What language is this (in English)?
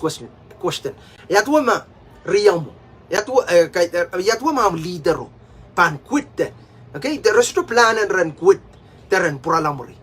Pohnpeian